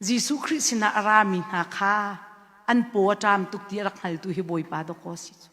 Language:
Hakha Chin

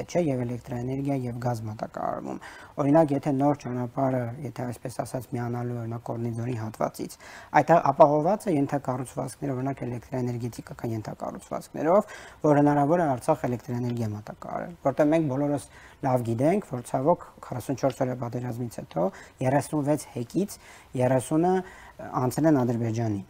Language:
Armenian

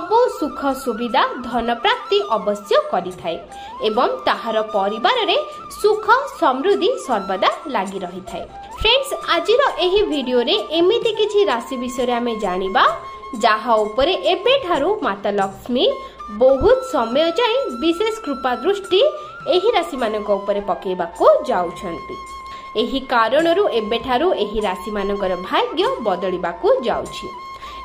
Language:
Odia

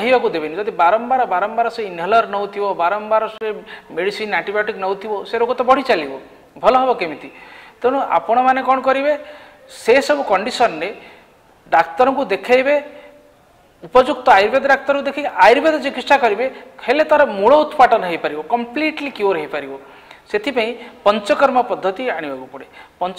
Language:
Odia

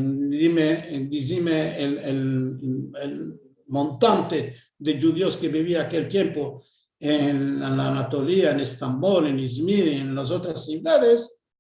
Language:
Ladino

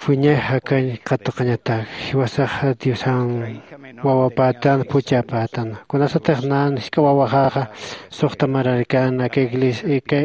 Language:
Aymara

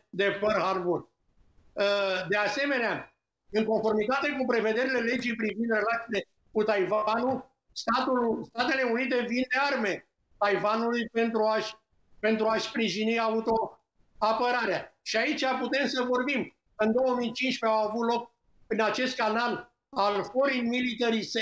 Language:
Romanian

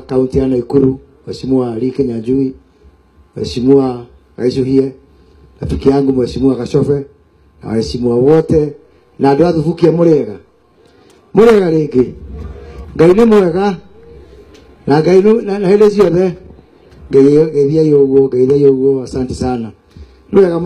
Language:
Kikuyu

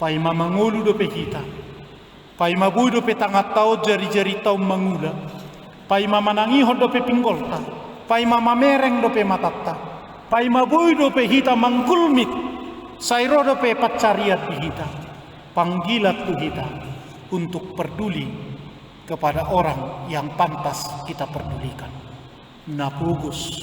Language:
Batak Toba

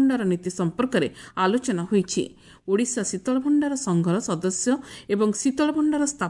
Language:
Odia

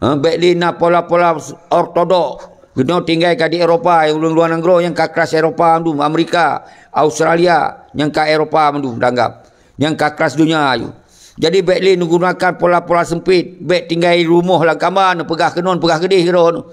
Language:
Achinese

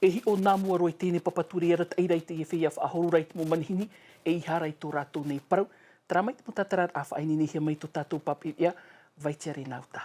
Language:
Tahitian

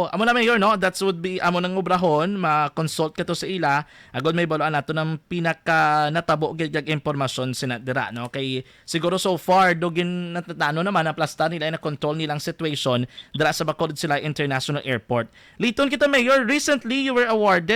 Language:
Hiligaynon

